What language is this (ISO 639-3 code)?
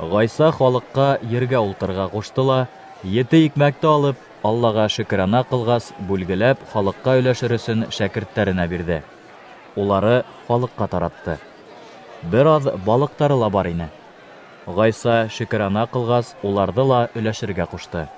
bak